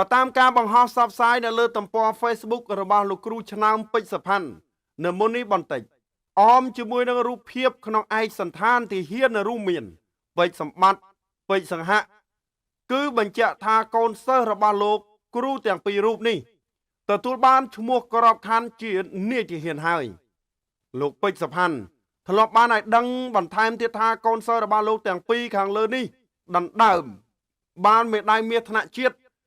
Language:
Khmer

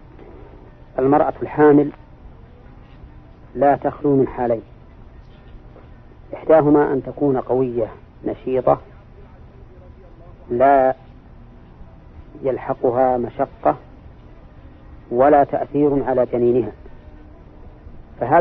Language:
Arabic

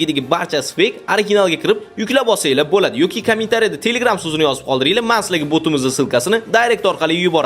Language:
Uzbek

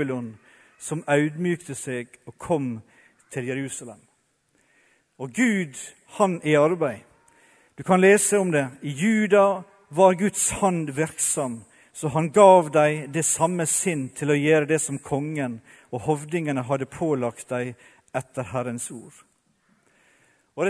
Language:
Norwegian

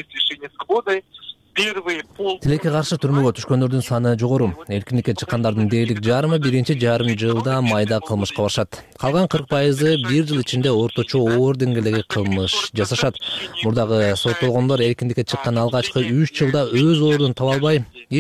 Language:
Kyrgyz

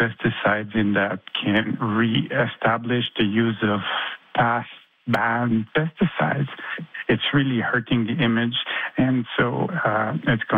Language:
English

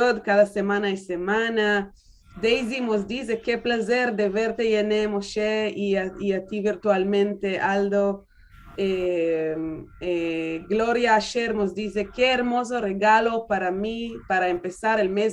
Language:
Ladino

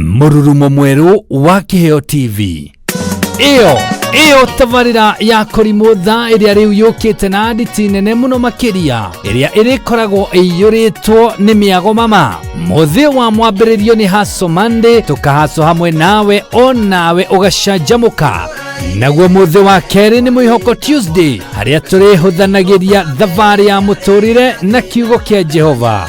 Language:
Kikuyu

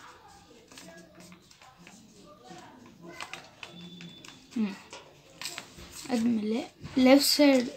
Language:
Kannada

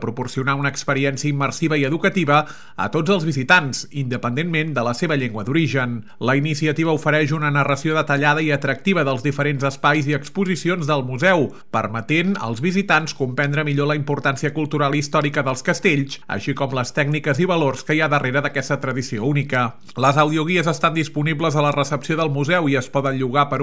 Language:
Catalan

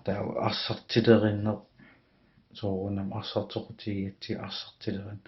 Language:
Kalaallisut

